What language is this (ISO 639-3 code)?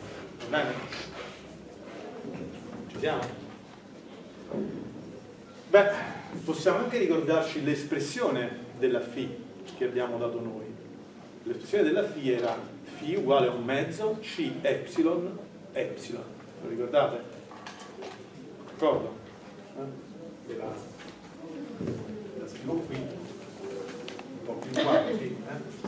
ita